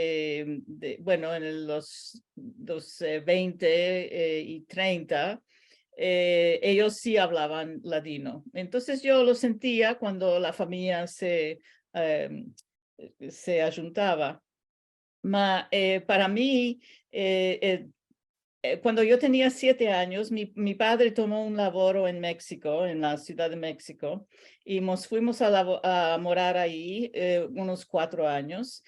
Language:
Ladino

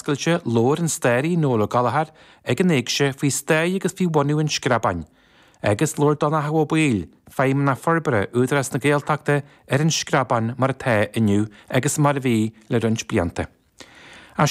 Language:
Irish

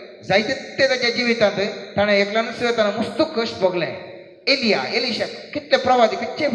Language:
Konkani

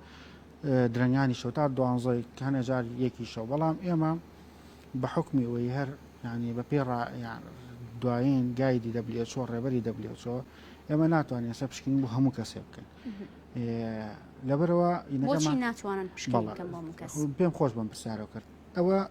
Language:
Central Kurdish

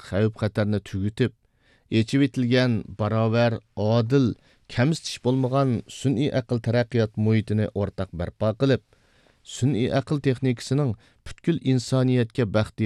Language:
Uyghur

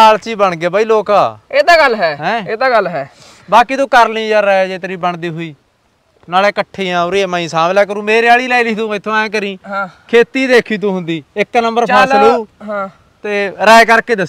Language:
Punjabi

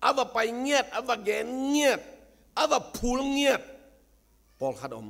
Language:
Tedim Chin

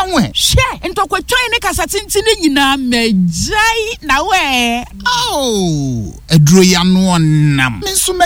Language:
Akan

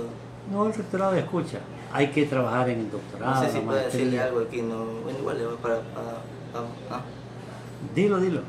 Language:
Spanish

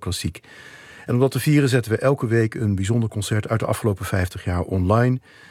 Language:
Dutch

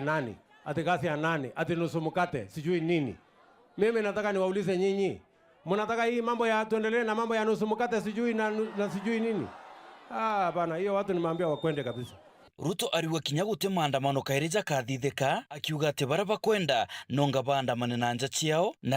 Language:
Meru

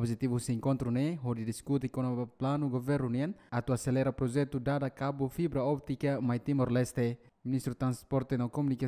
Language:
Tetum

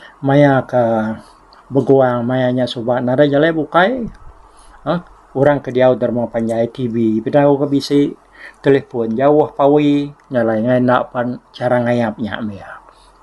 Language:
Iban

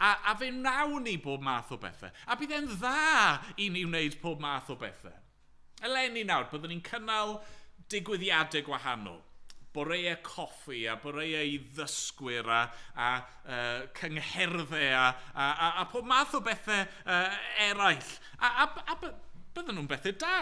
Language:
Welsh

